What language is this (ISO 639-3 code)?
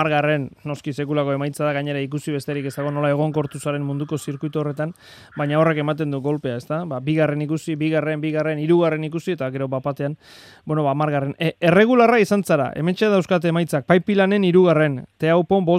eus